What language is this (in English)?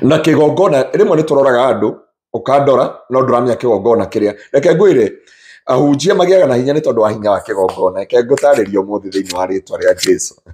Kikuyu